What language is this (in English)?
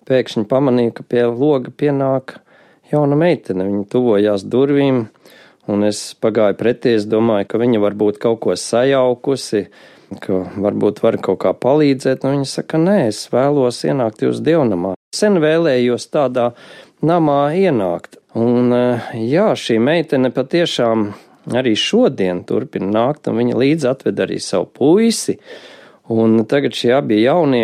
Latvian